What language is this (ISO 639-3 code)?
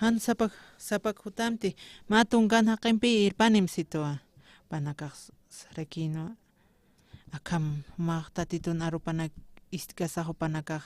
aym